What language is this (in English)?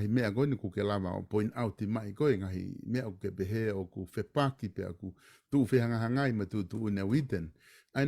Tongan